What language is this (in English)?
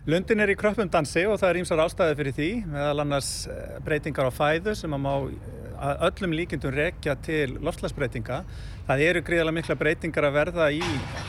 Icelandic